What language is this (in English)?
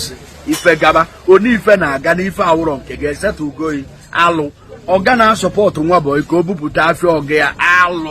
Igbo